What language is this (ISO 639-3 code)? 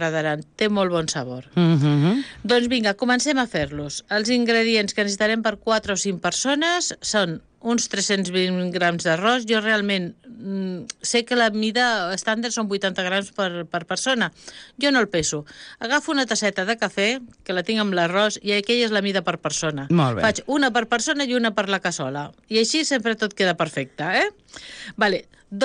cat